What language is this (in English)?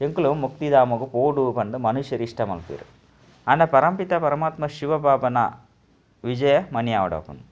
Tulu